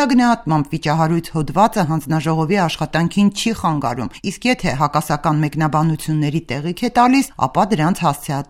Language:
Armenian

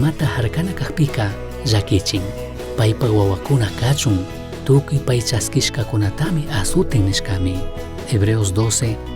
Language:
Chimborazo Highland Quichua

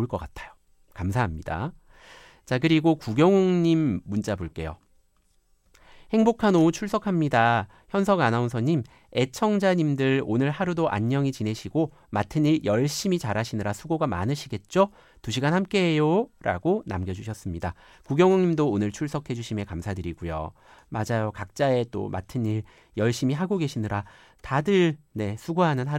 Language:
Korean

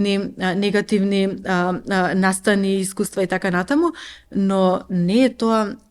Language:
Macedonian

